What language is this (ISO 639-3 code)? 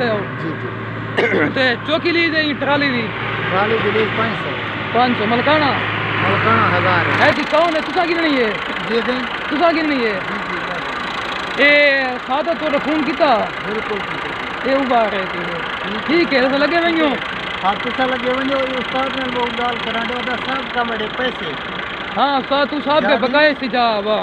skr